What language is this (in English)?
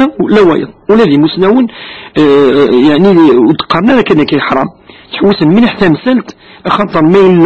Kabyle